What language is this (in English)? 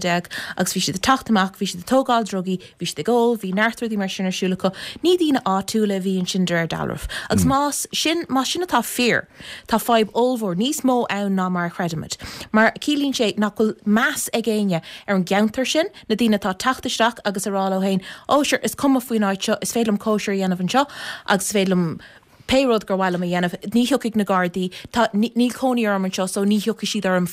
Irish